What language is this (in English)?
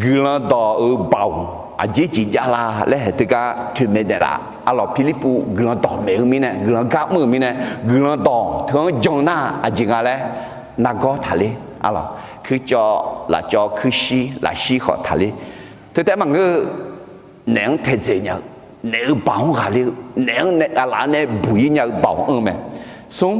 Akha